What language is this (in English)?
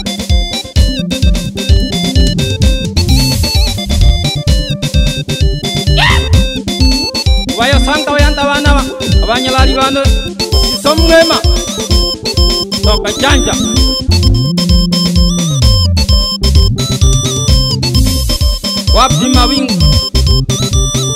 Swahili